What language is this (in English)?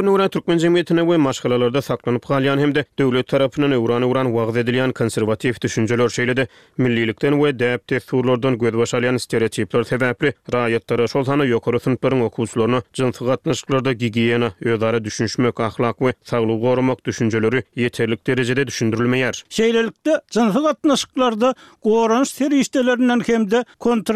Turkmen